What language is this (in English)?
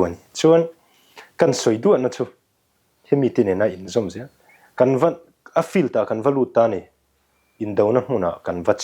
Mizo